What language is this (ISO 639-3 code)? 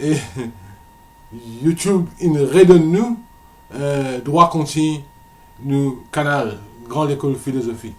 mfe